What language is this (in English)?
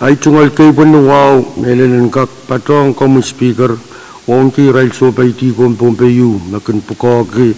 Pohnpeian